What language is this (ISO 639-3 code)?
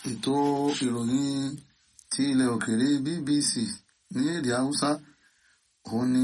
yor